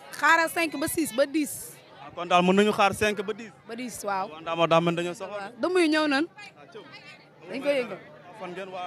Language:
Wolof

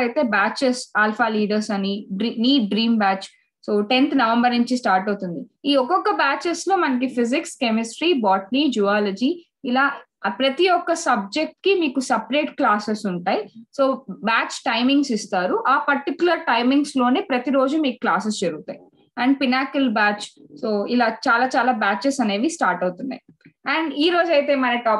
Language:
Telugu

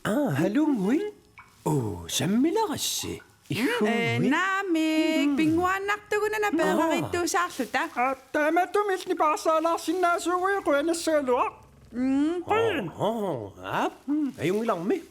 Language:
Kalaallisut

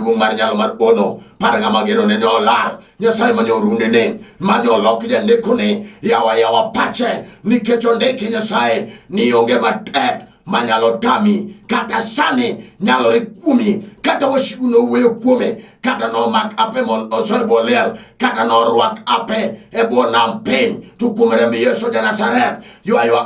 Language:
Luo (Kenya and Tanzania)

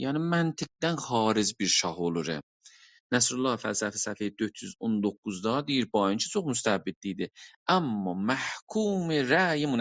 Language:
South Azerbaijani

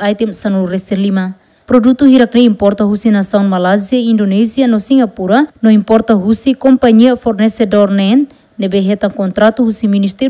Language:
Tetum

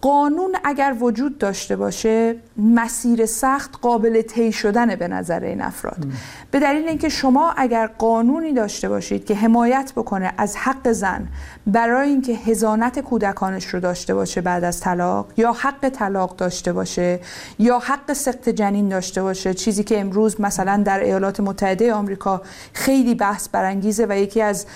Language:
Persian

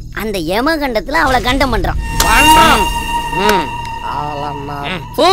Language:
Tamil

